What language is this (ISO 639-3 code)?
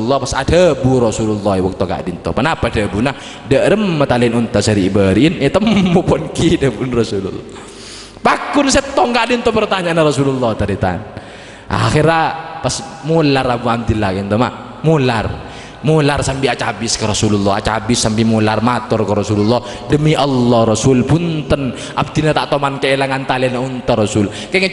mad